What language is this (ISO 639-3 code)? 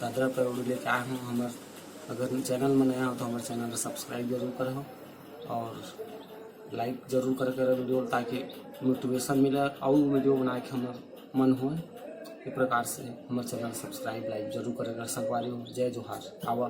hne